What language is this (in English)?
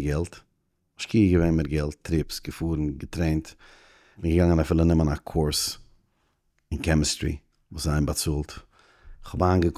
Yiddish